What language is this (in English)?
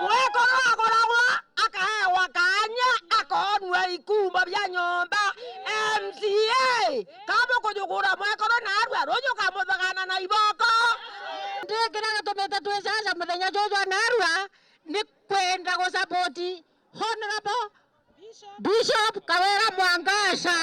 Meru